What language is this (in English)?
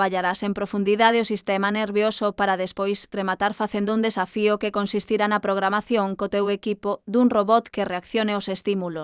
Galician